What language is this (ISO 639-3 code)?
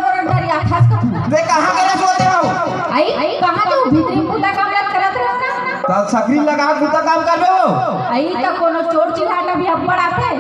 hne